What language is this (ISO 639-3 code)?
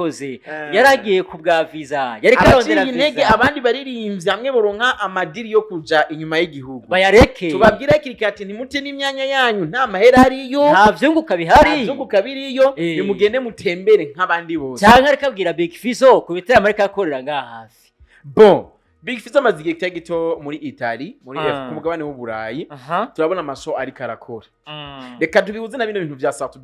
run